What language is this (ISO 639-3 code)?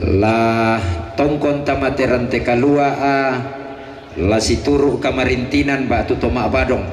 sda